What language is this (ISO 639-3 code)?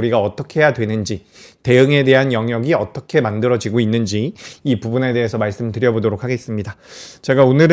kor